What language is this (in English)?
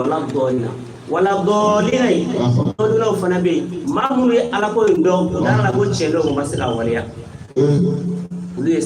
Bambara